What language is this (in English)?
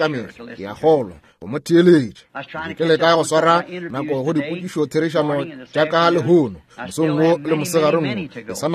Northern Sotho